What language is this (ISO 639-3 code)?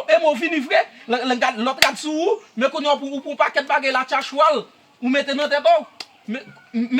hat